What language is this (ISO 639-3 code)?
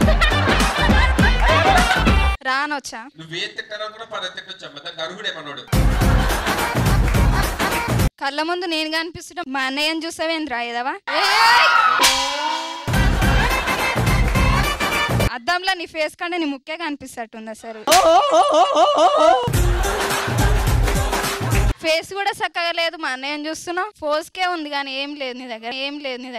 tel